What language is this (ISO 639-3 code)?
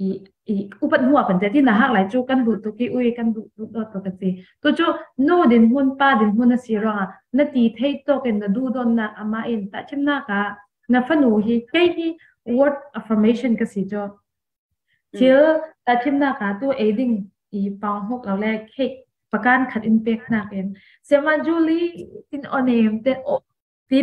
cfm